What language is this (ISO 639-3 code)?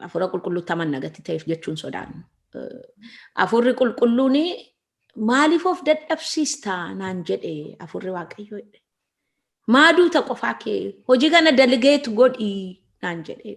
orm